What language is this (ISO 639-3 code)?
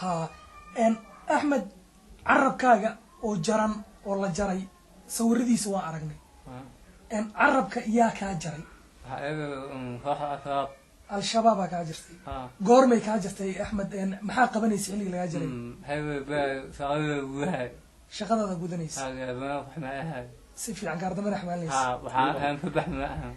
som